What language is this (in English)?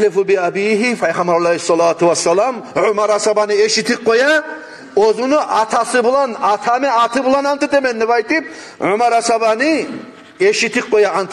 Kumyk